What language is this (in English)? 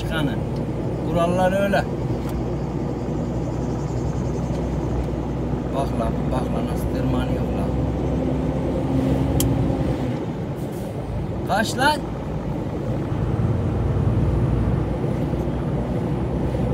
Turkish